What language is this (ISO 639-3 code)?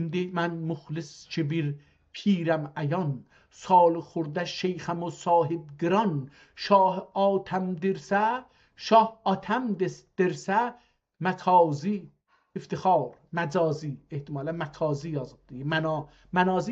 azb